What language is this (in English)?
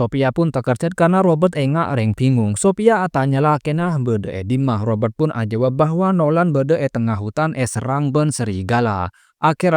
Madurese